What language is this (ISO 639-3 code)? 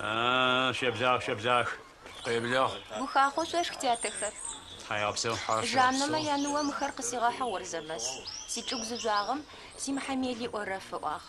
ady